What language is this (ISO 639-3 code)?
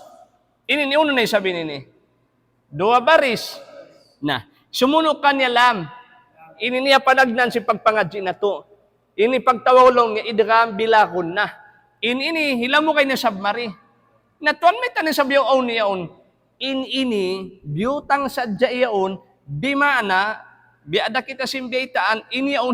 tsg